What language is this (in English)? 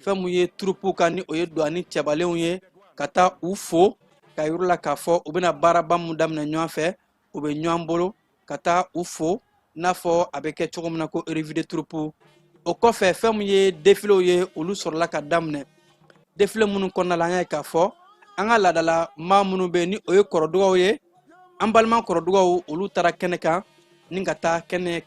Bambara